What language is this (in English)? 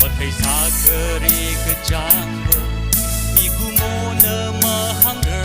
Tangkhul Naga (India)